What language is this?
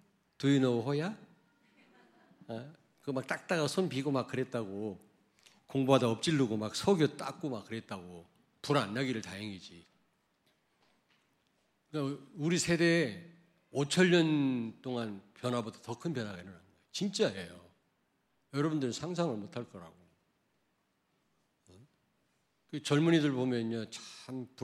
Korean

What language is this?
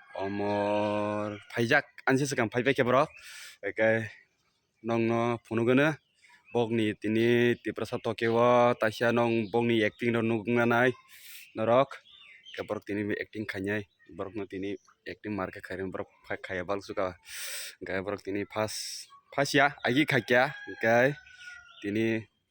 Kok Borok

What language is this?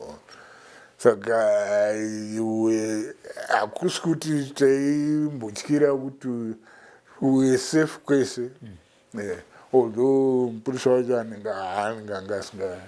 Shona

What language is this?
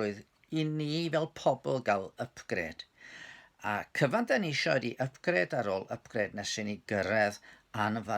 Welsh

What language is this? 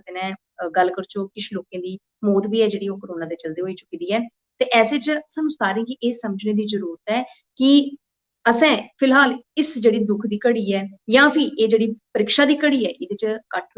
Dogri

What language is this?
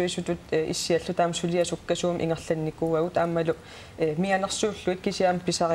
Kalaallisut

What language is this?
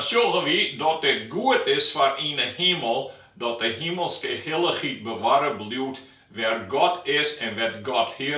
Western Frisian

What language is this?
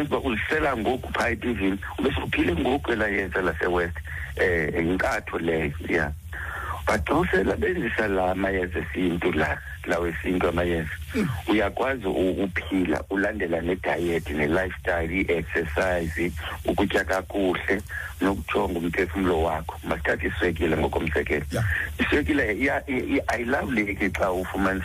Xhosa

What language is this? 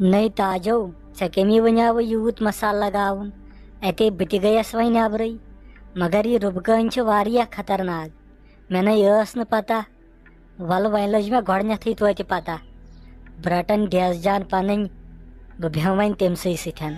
Kashmiri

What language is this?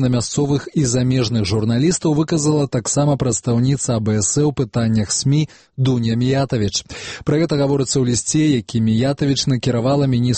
Belarusian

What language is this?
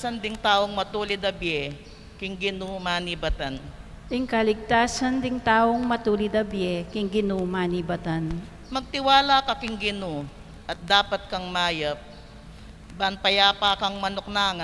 Pampanga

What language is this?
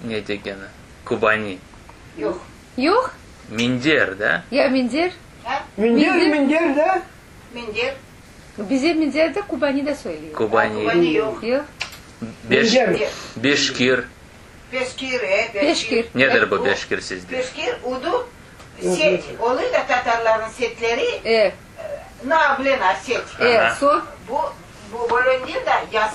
Crimean Tatar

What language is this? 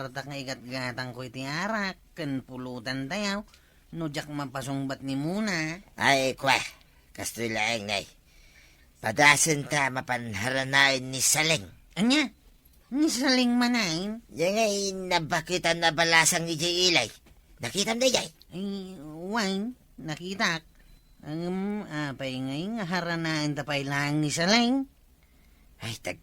Iloko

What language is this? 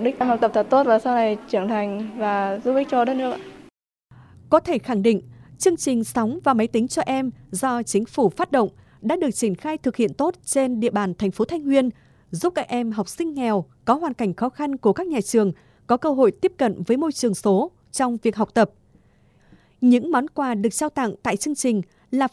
Vietnamese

